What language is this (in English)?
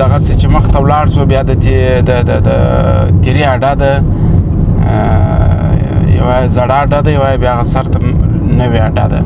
Pashto